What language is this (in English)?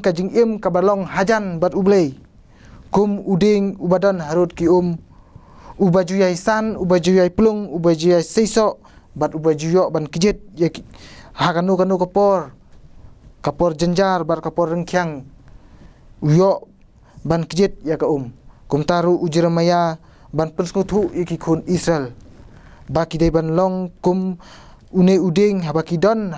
Khasi